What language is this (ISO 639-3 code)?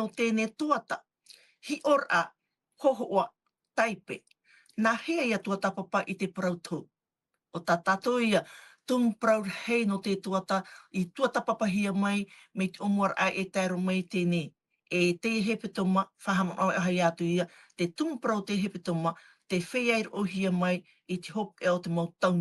tah